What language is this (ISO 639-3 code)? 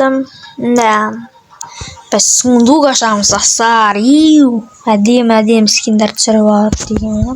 kaz